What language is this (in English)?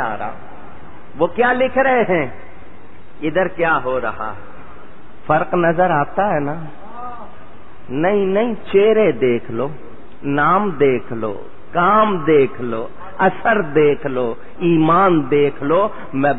Urdu